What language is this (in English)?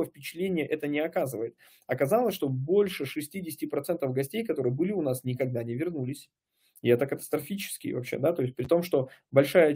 Russian